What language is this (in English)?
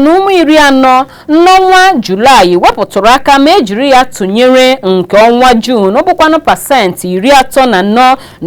Igbo